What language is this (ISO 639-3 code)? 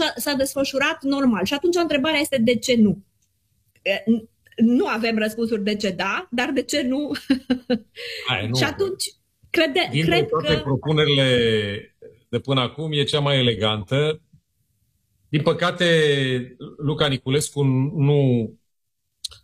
ron